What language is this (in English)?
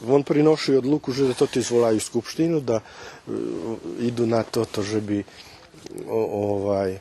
Rusyn